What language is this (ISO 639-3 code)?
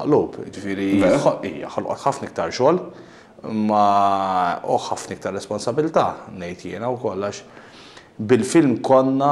mlt